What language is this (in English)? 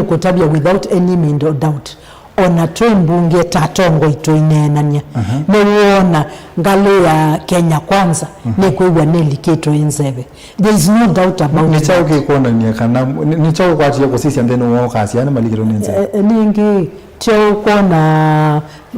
Kamba